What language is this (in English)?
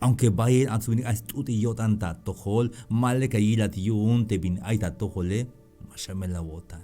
Tzeltal